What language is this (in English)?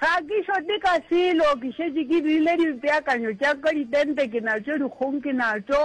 Northern Sotho